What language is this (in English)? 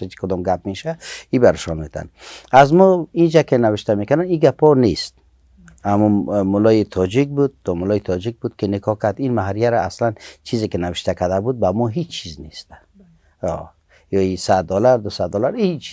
Tajik